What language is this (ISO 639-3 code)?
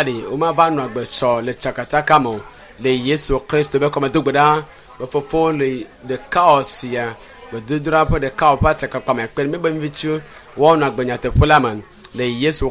ewe